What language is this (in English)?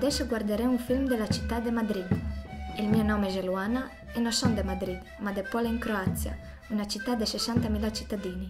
Italian